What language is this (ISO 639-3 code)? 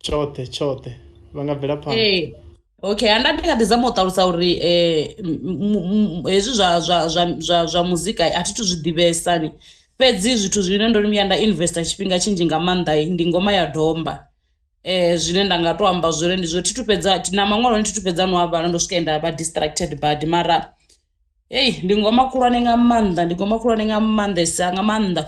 ven